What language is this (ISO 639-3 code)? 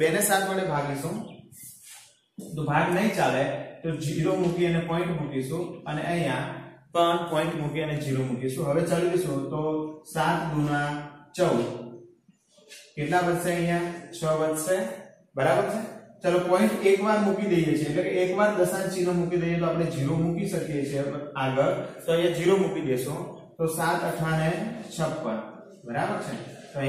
guj